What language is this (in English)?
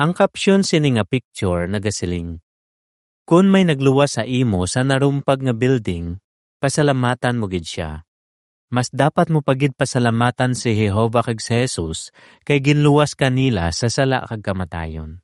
Hiligaynon